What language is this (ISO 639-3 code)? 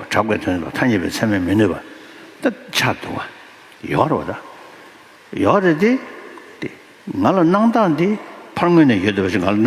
bod